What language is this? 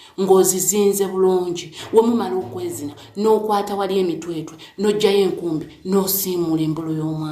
Ganda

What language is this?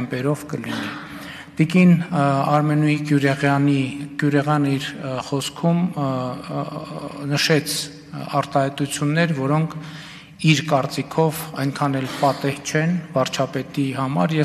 Armenian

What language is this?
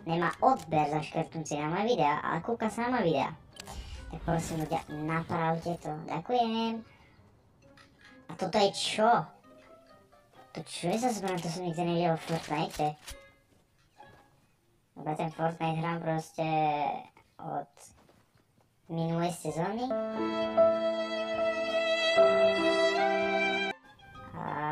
Slovak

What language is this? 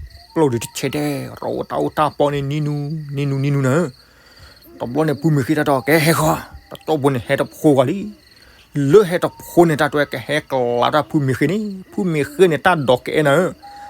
S'gaw Karen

